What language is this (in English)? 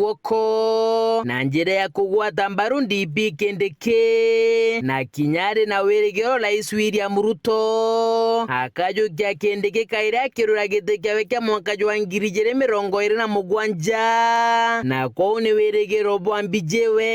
Meru